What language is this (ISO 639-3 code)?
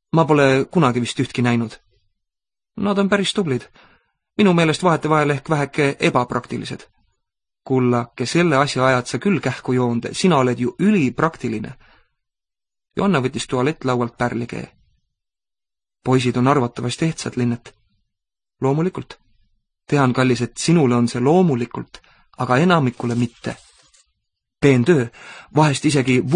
est